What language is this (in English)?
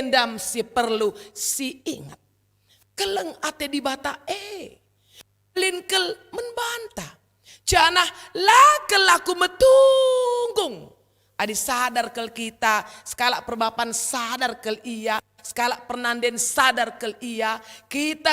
Batak Karo